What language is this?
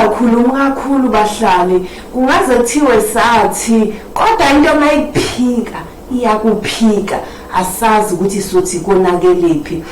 Zulu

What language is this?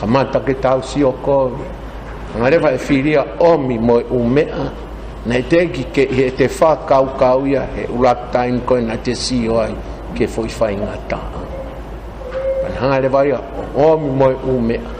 Tongan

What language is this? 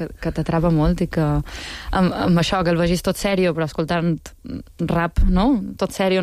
Catalan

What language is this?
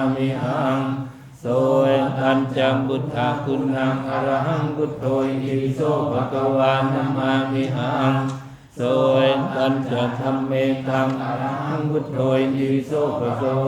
Pali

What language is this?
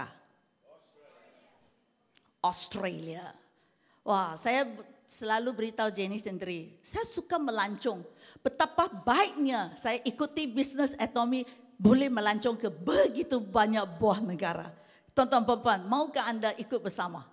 Malay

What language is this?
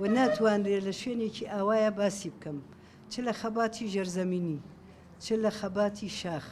Central Kurdish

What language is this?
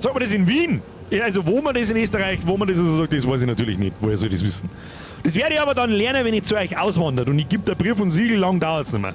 Bavarian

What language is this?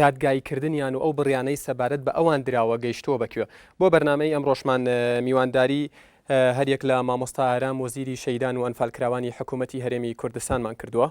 Central Kurdish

